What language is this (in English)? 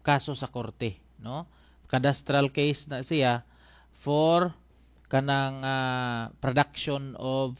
Cebuano